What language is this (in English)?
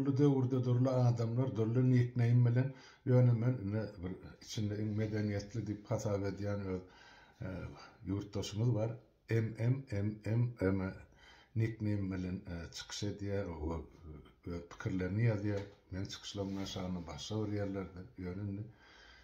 Turkmen